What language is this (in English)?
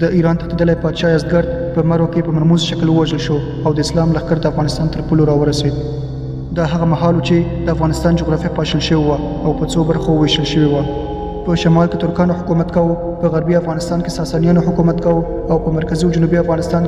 Pashto